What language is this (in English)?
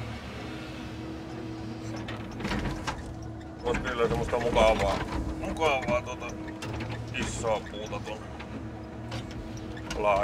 Finnish